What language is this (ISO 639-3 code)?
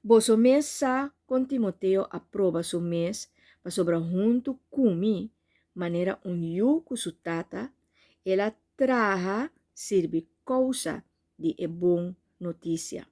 pap